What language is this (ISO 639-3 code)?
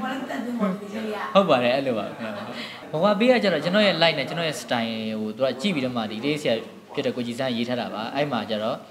mya